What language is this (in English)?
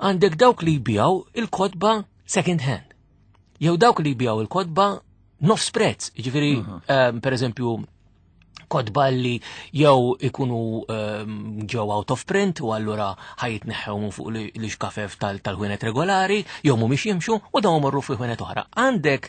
Maltese